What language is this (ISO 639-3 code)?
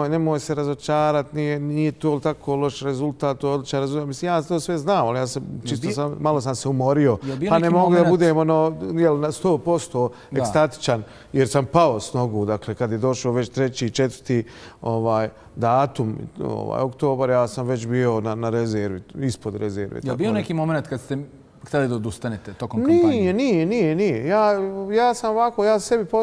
bos